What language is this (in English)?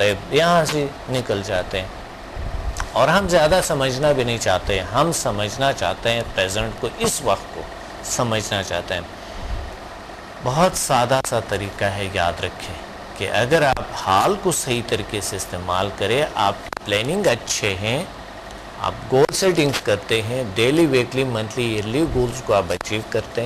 Urdu